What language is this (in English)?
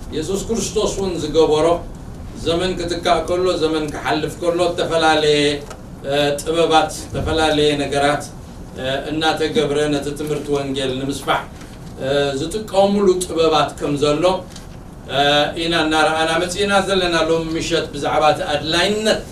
Tigrinya